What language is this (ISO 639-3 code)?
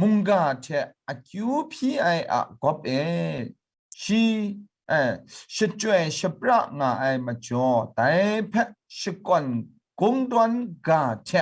kac